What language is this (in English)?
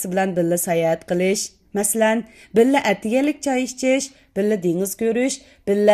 Uyghur